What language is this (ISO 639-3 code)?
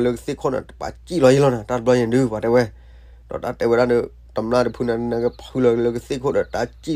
ksw